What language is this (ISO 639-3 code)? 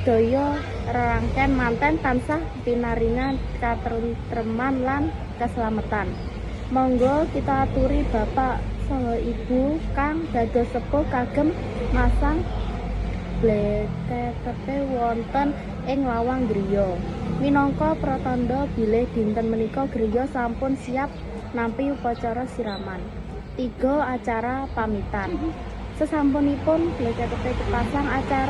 jav